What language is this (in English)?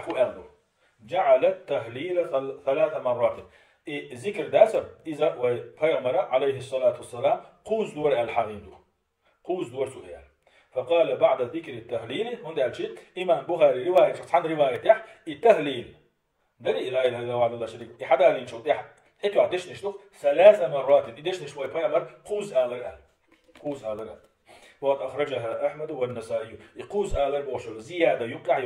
Chechen